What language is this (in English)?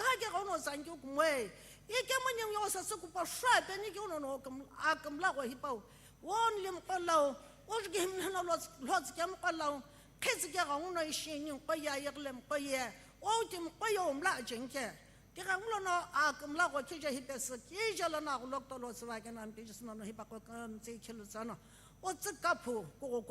Sumi Naga